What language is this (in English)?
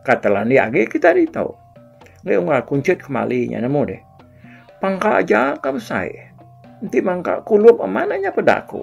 Iban